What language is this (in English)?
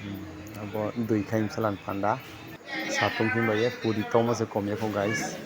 Riang (India)